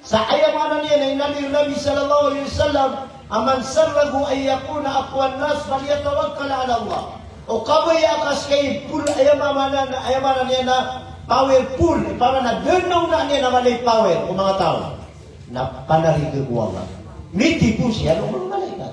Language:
Maranao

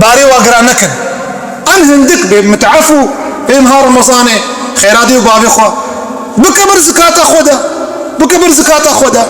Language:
Kurdish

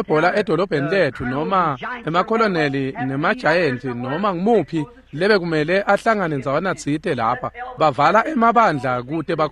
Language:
Swati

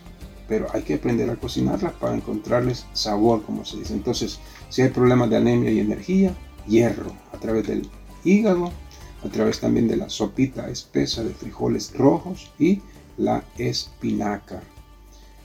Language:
Spanish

